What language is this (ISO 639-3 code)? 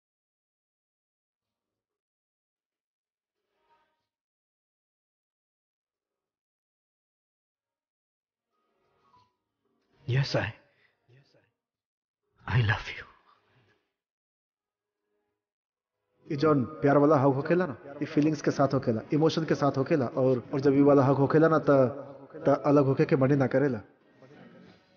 bho